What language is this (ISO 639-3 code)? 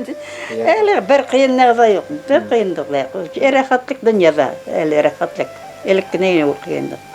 bak